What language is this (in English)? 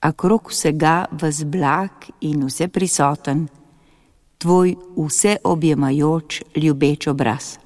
Slovenian